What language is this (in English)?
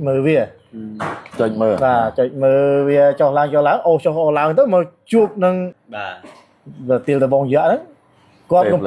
Khmer